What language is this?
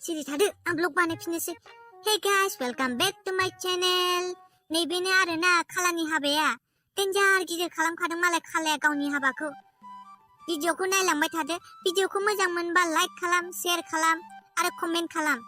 Bodo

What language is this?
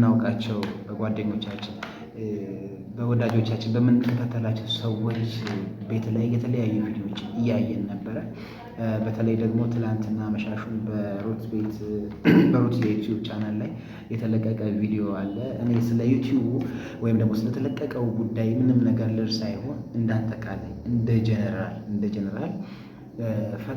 Amharic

